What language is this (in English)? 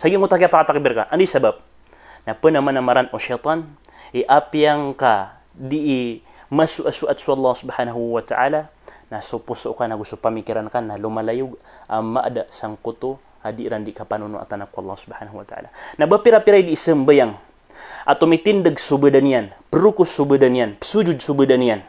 Maranao